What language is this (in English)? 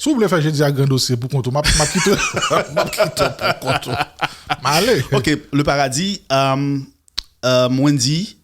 Haitian Creole